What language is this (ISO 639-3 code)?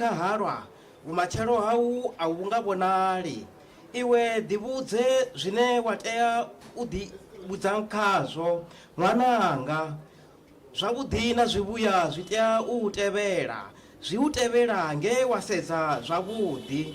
ven